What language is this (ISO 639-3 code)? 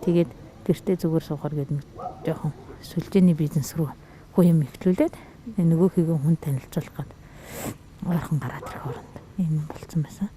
mon